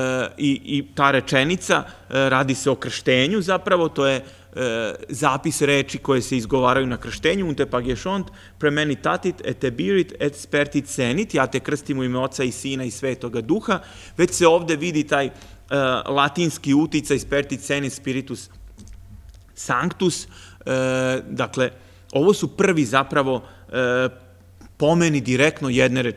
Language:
Serbian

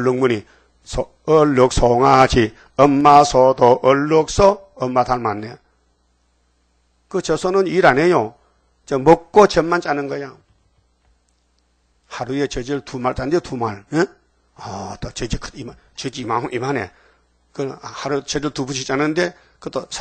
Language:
Korean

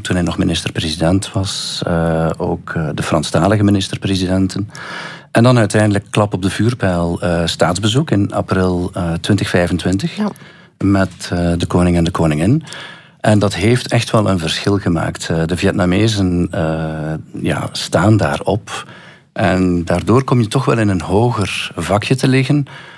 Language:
Dutch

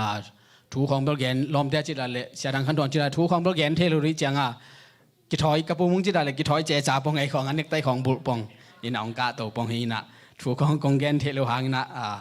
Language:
Tedim Chin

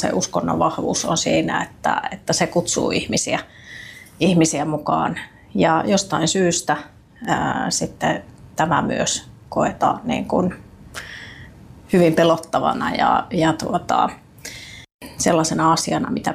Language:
Finnish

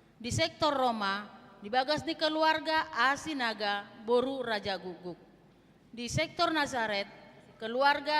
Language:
Batak Toba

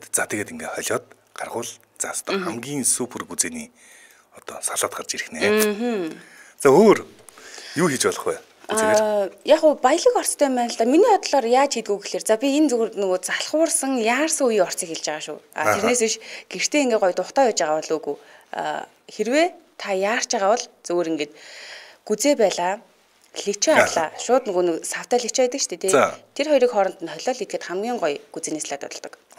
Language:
Mongolian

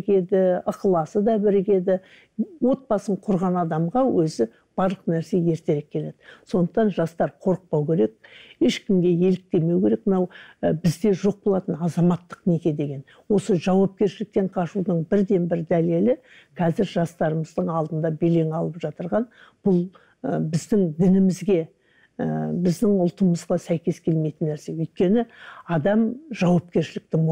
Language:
Kazakh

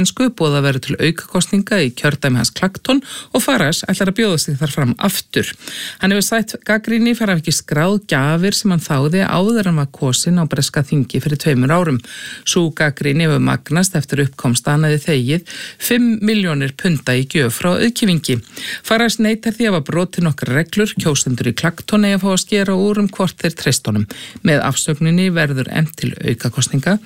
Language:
Icelandic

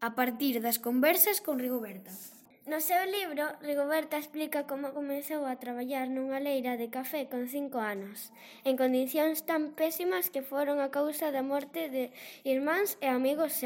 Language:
Galician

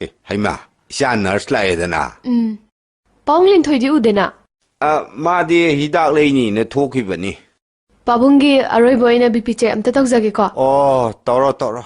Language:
Manipuri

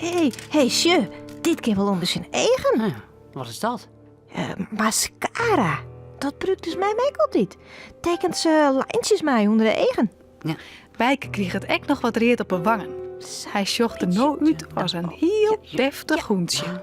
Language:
Western Frisian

